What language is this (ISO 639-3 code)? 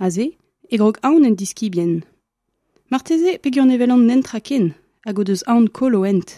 bre